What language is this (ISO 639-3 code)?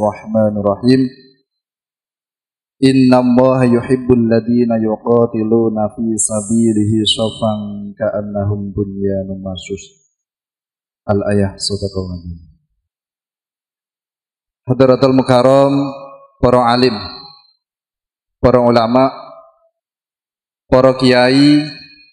ind